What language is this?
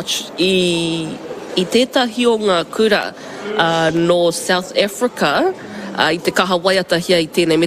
Māori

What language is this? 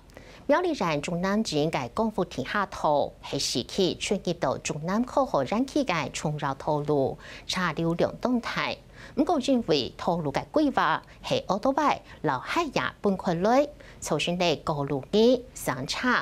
Hakka Chinese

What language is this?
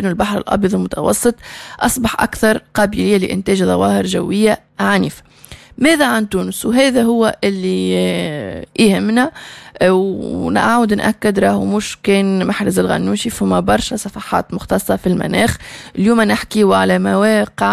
Tunisian Arabic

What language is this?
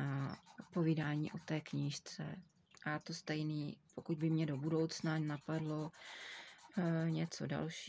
Czech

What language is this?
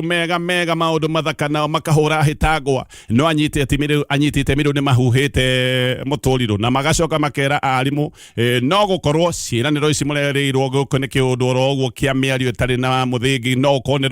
Kikuyu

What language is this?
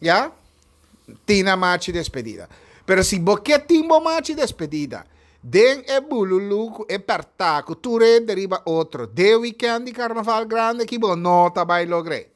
Papiamento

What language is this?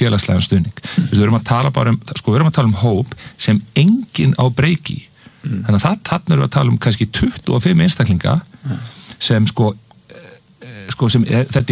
Icelandic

